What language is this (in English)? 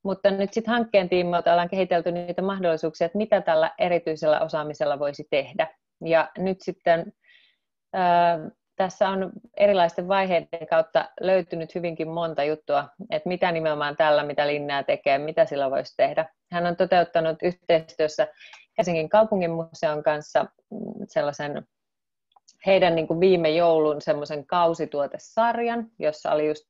Finnish